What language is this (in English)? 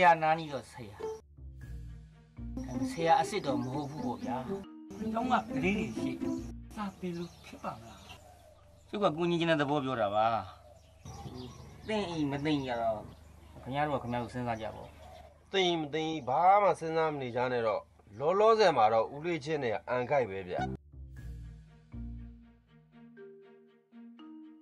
Burmese